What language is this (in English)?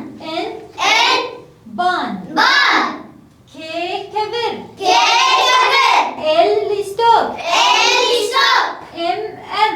Kurdish